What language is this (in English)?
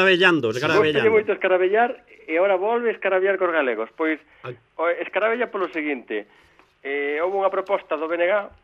Galician